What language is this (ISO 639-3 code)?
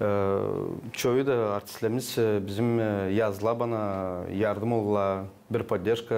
gag